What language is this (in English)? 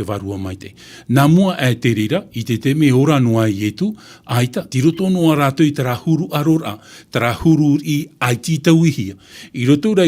Tahitian